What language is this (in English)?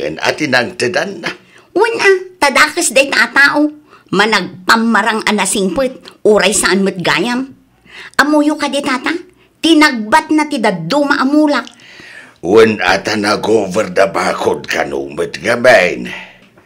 Iloko